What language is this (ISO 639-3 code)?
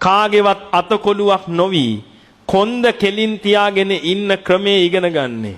sin